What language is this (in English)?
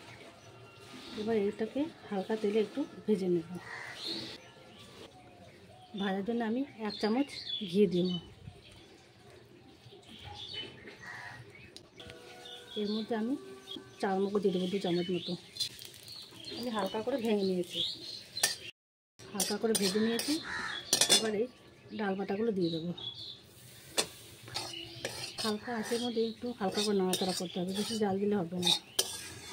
Bangla